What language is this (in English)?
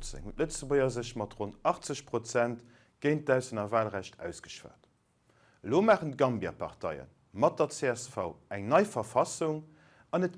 Luxembourgish